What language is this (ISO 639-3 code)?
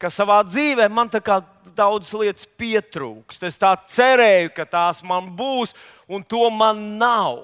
lav